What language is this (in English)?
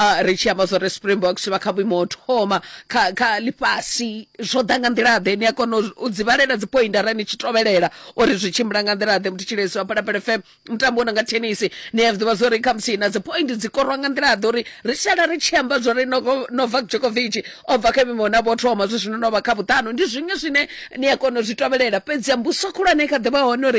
Venda